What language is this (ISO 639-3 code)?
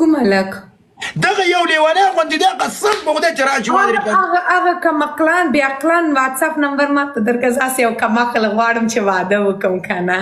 pus